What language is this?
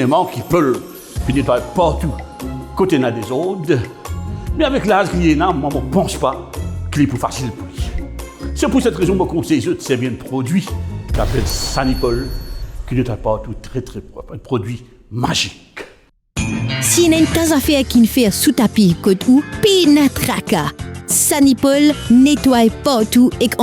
Morisyen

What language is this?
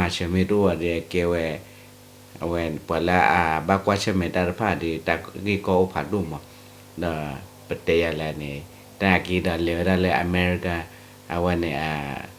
S'gaw Karen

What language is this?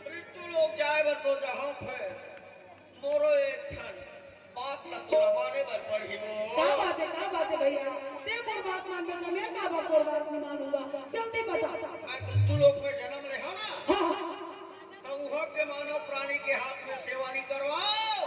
Chhattisgarhi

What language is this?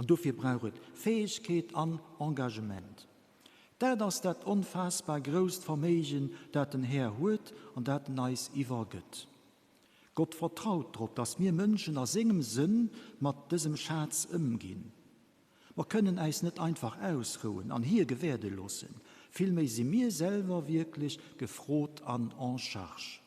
Luxembourgish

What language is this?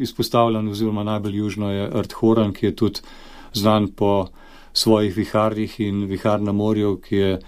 Slovenian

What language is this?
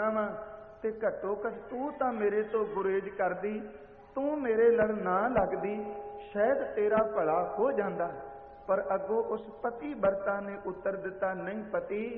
Punjabi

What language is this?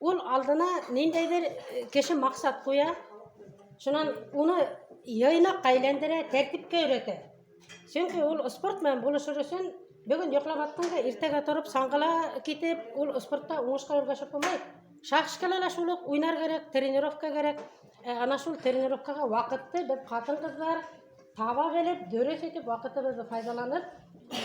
Bashkir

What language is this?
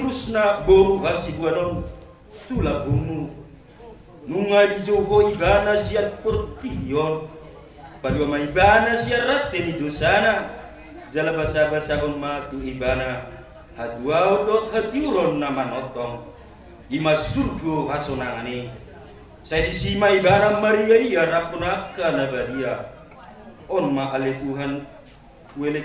Batak Toba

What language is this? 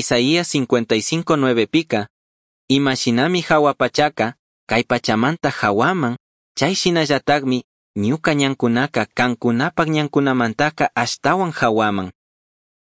Chimborazo Highland Quichua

